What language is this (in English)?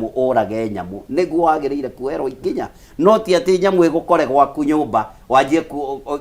Kikuyu